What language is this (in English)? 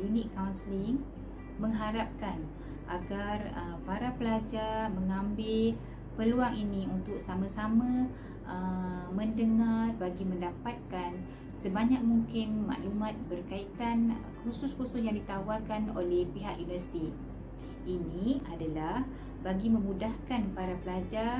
Malay